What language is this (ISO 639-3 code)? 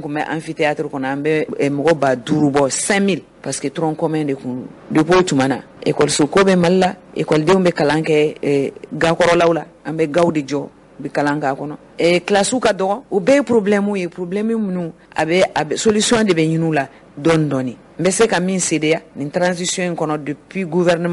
bam